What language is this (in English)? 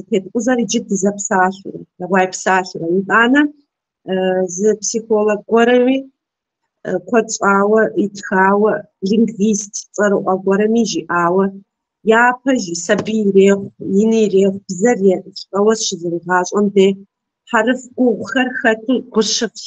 Kabardian